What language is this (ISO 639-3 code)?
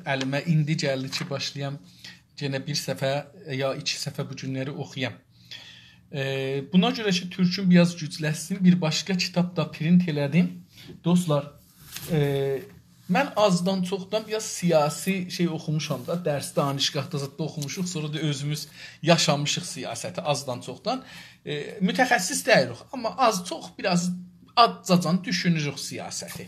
azb